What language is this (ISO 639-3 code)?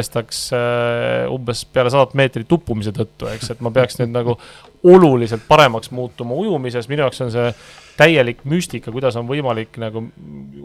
est